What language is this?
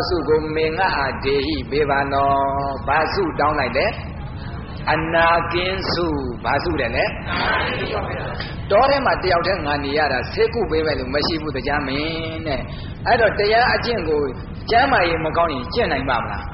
Burmese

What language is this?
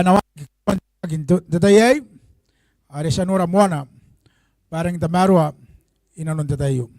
Gilbertese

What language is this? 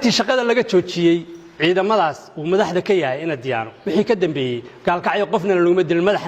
Somali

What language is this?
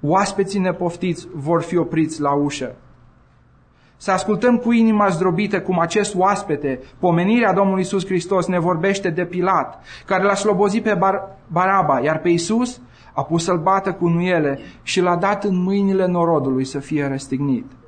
Romanian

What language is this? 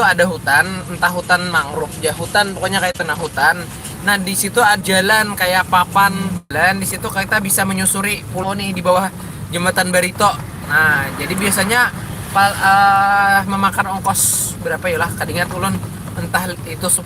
Banjar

